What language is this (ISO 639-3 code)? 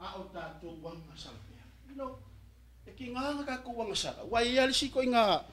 smo